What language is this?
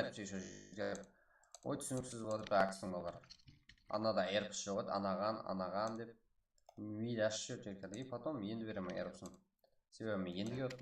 Kara-Kalpak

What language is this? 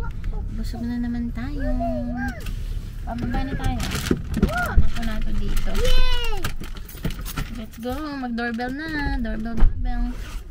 Filipino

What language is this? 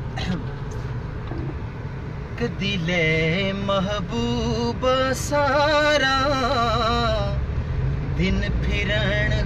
Punjabi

